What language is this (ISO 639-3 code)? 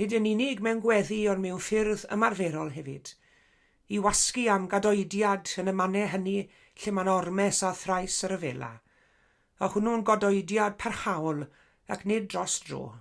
cym